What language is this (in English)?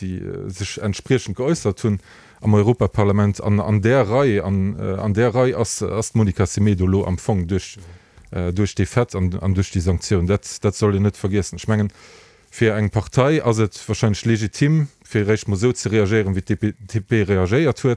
Luxembourgish